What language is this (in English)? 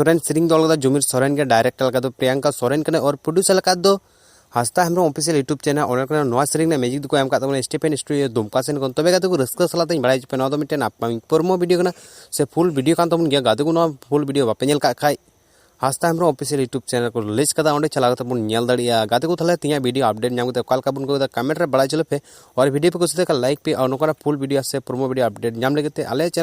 Santali